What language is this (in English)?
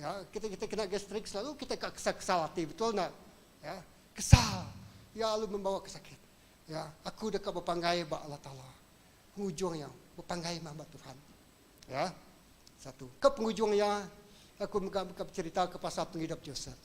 Iban